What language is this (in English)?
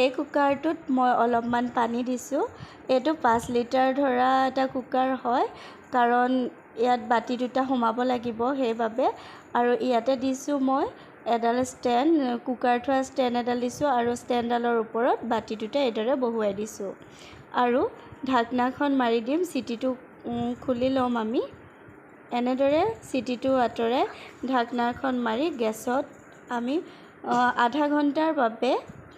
Assamese